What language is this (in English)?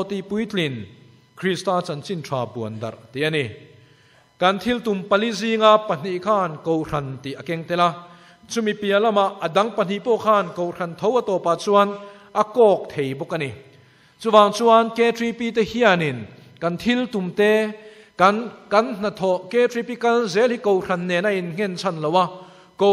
Mizo